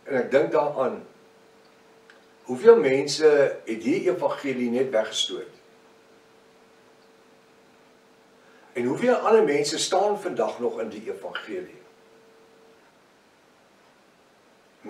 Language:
Afrikaans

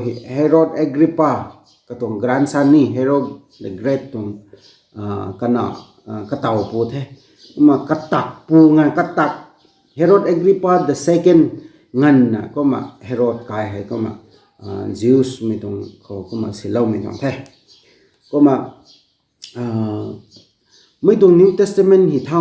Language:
Rongmei Naga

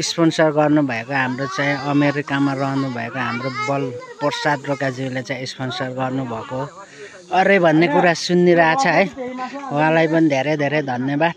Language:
Nepali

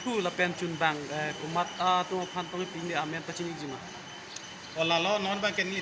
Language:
Karbi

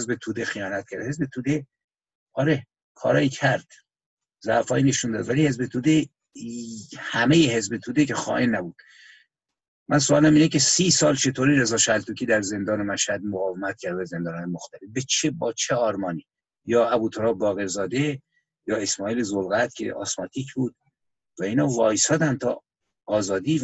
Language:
Persian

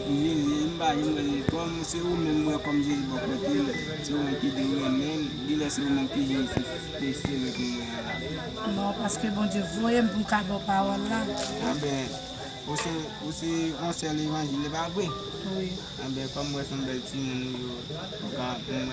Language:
Haitian Creole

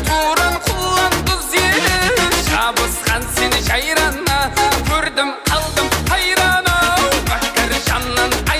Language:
Kara-Kalpak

